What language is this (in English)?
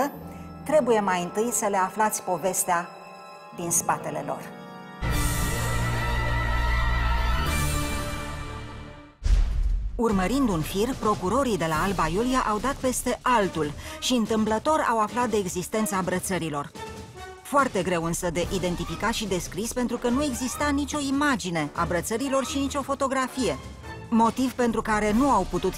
Romanian